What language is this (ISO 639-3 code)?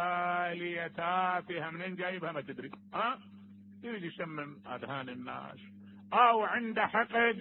acm